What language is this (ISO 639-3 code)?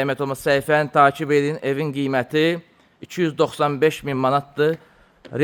aze